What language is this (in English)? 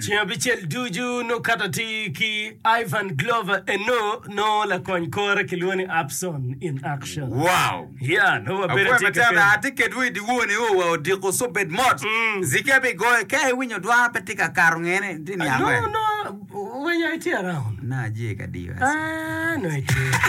Acoli